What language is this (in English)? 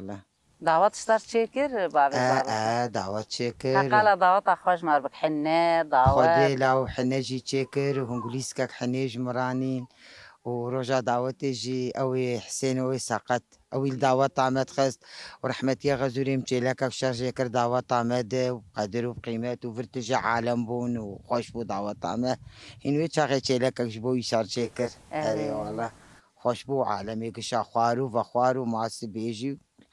Kurdish